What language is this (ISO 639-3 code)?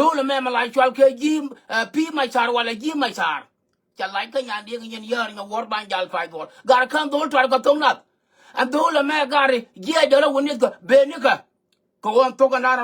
nus